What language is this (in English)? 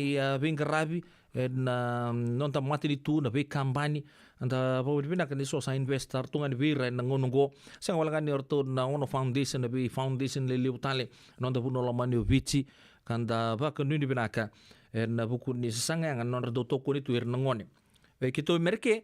Fijian